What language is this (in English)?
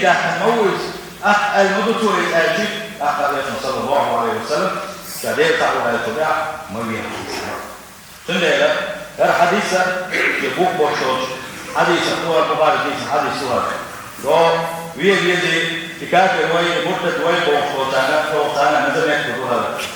Chechen